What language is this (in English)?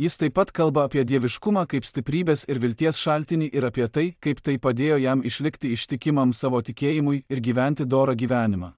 Lithuanian